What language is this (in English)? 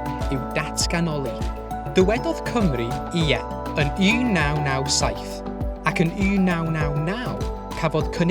Welsh